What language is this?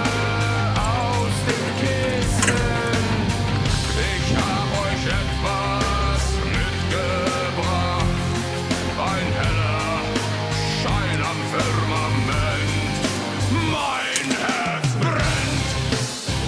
German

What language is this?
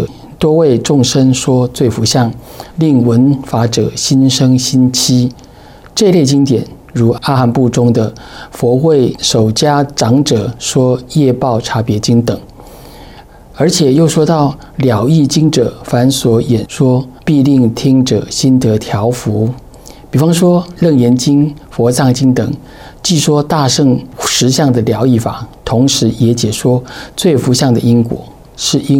Chinese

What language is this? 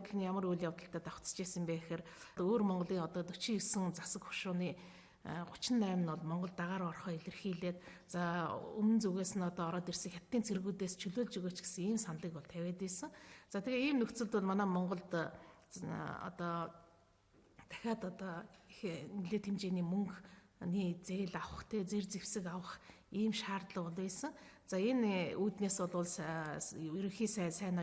Mongolian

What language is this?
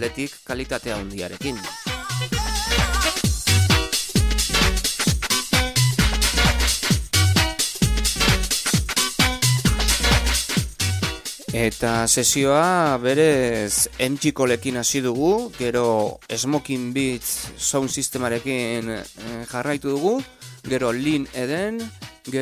Basque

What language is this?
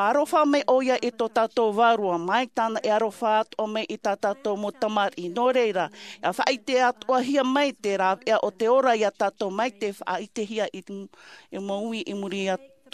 Tahitian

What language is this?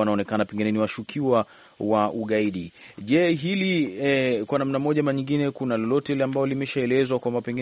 Swahili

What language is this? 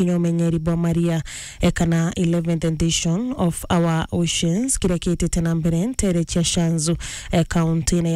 Meru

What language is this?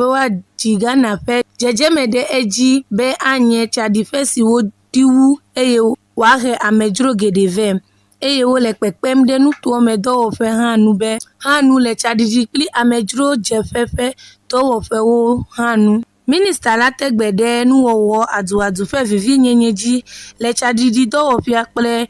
Ewe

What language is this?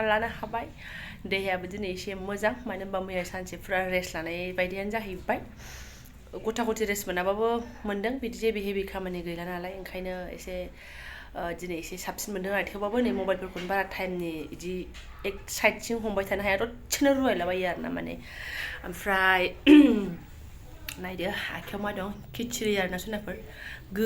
Bodo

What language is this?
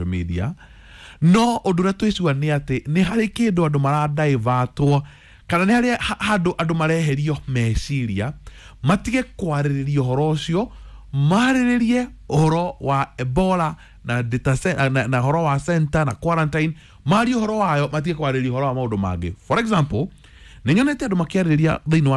Kikuyu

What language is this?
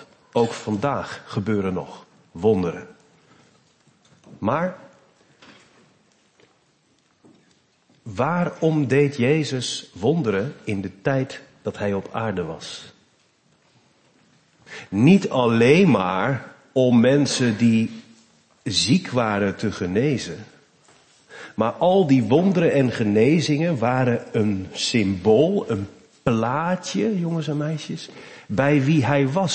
Dutch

